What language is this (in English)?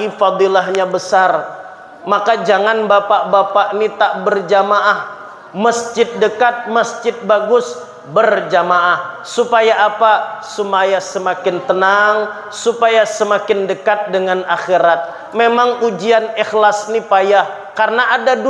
Banjar